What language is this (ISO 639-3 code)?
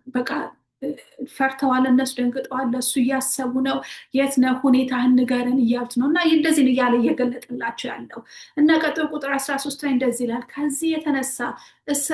amh